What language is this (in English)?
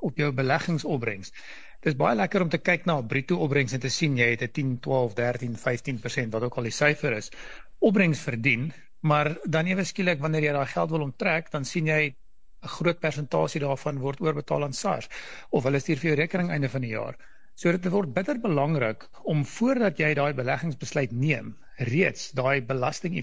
Afrikaans